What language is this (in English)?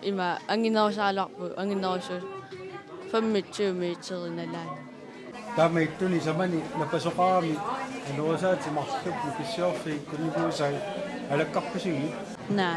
Kalaallisut